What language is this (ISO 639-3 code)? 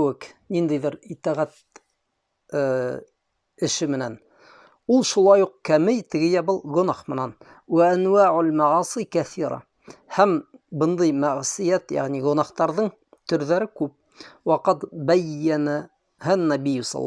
bak